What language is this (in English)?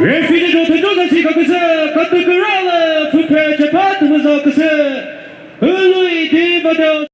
Chokri Naga